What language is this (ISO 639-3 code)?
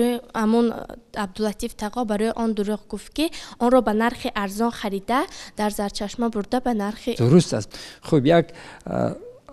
tgk